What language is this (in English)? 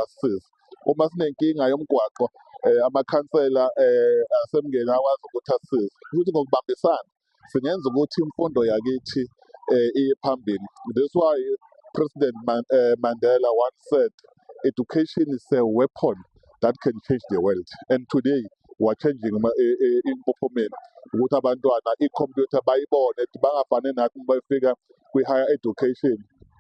Zulu